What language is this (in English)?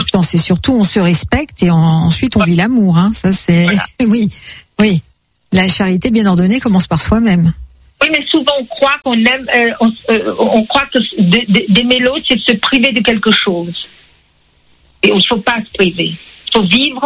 French